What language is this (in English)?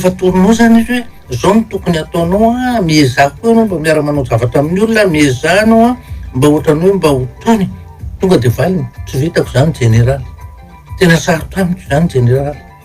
Malagasy